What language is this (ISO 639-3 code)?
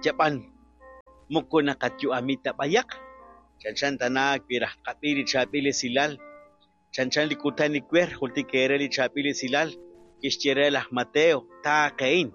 kek